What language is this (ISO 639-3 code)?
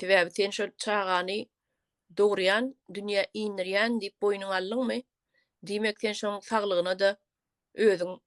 tuk